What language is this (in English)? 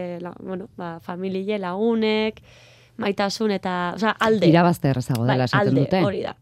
Basque